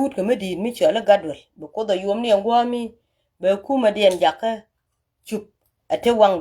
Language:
Nuer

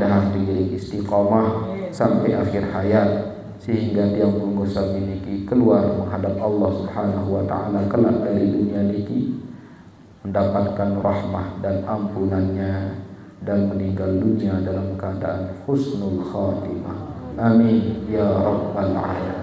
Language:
Sasak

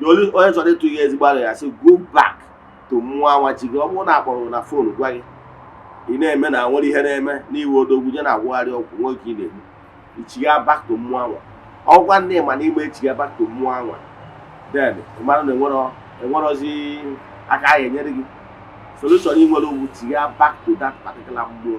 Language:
Igbo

